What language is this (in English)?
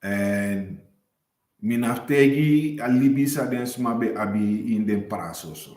Sranan Tongo